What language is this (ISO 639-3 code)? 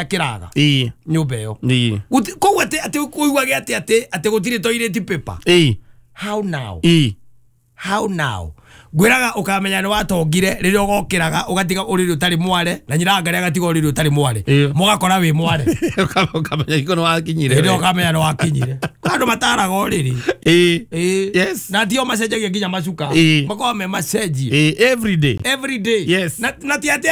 kik